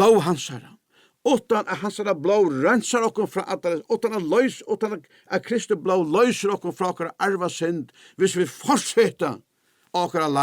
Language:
Faroese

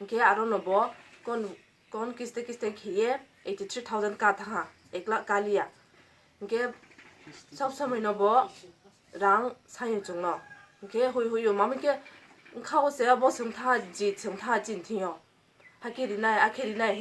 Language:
Kok Borok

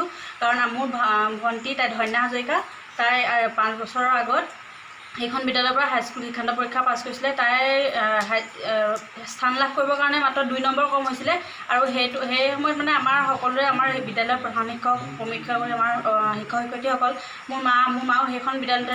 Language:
Assamese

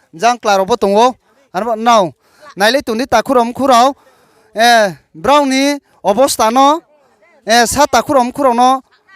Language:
Riang (India)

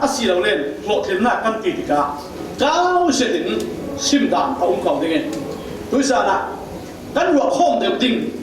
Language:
Falam Chin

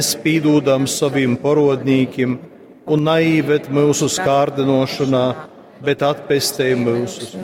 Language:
Latgalian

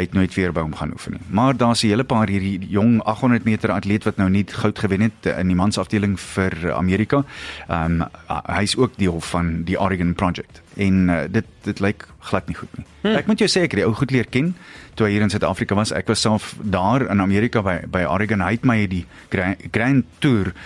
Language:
Afrikaans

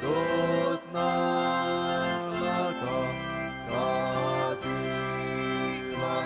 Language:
Hakha Chin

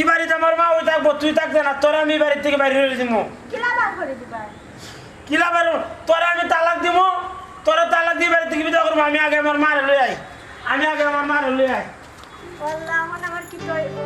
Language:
Sylheti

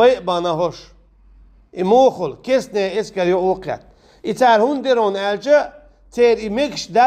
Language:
Chechen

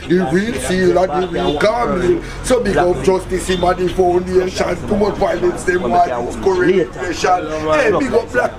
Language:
Jamaican Creole English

